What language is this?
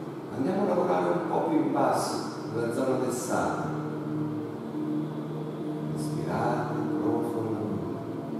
Italian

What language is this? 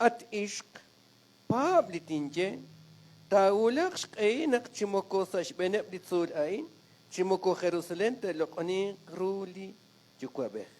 Kekchí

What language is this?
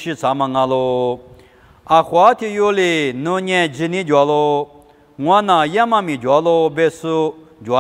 Lisu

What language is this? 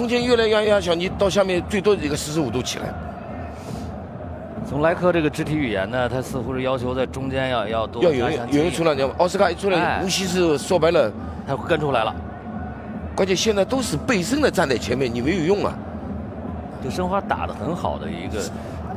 Chinese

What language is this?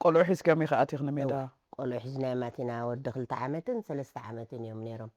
Tigrinya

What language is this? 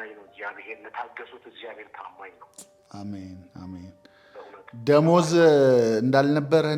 Amharic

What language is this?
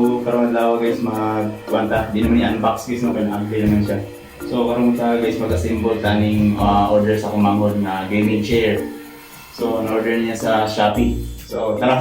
Cebuano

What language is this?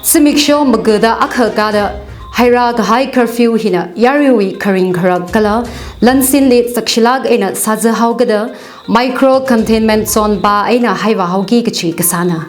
Tangkhul Naga (India)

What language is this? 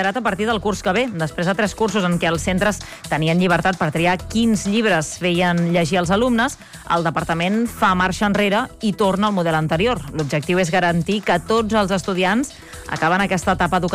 Catalan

